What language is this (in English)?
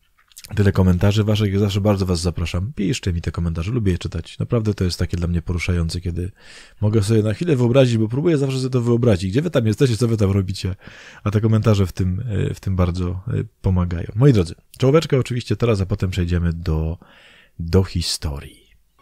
Polish